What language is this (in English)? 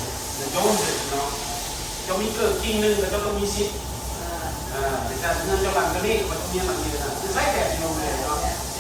Lao